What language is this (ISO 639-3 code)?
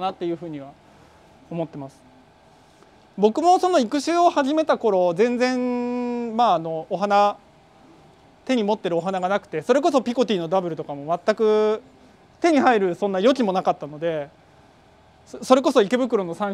jpn